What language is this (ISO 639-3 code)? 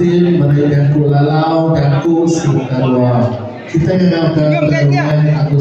iba